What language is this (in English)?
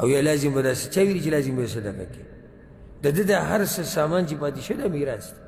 Pashto